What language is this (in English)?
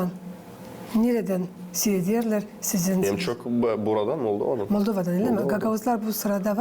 Gagauz